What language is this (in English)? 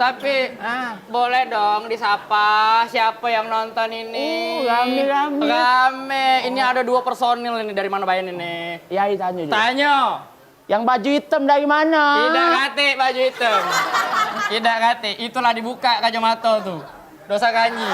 Musi